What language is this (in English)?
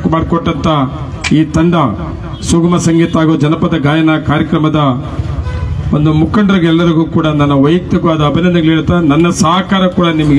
Kannada